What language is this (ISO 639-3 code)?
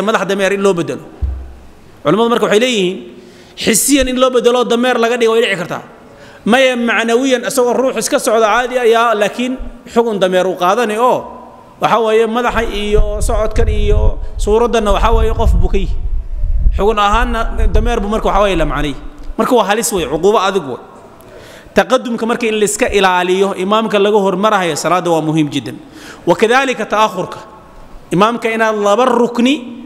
som